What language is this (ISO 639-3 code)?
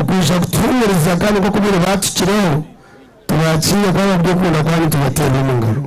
nyn